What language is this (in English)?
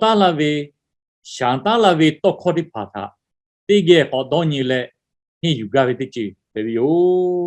Lahu